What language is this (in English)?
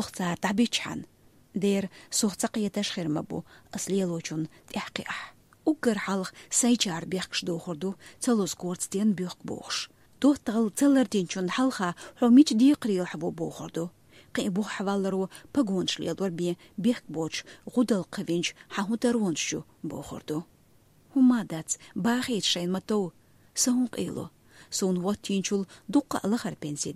Chechen